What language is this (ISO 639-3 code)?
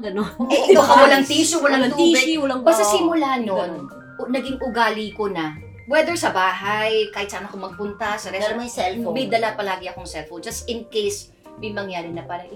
fil